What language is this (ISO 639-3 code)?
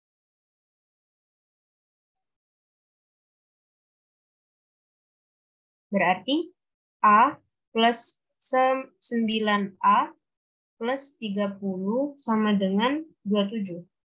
ind